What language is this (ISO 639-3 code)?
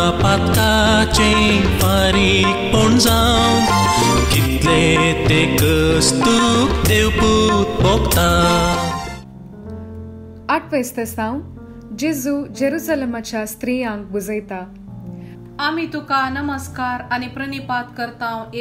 kok